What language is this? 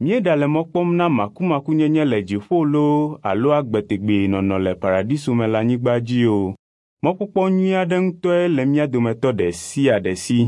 Ewe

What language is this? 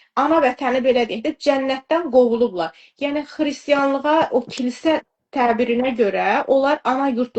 Azerbaijani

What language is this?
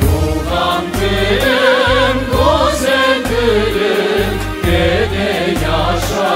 Crimean Tatar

